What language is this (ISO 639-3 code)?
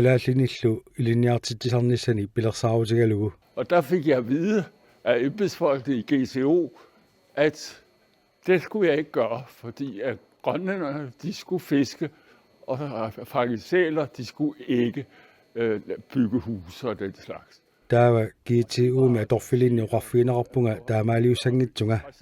kal